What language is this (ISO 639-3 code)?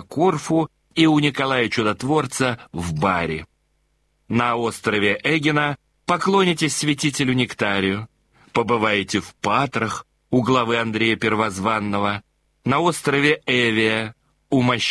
rus